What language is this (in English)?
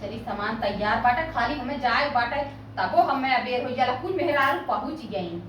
Awadhi